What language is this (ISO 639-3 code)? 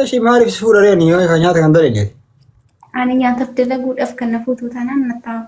orm